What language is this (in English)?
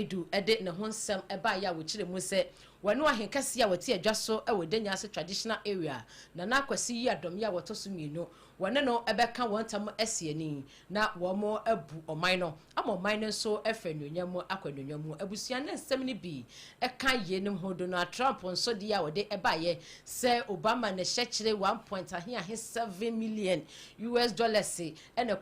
Akan